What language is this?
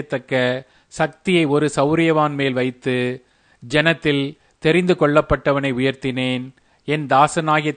Tamil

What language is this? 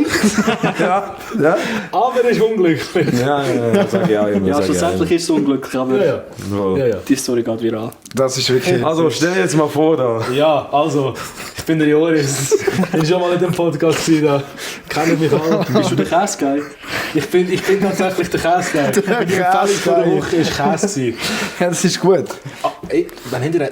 Swiss German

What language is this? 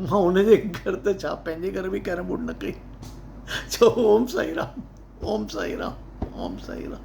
Sindhi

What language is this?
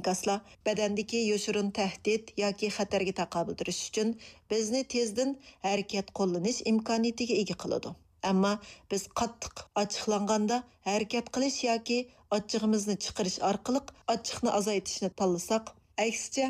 Uyghur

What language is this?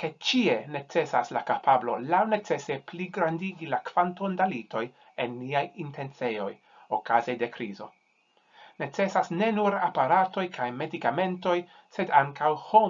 Esperanto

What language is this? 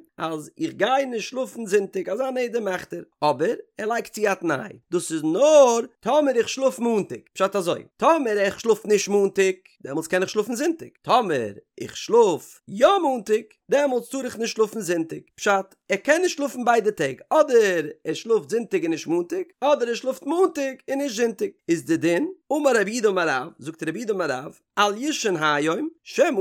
Yiddish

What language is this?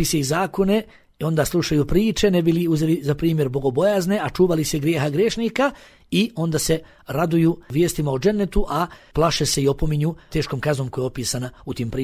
Bosnian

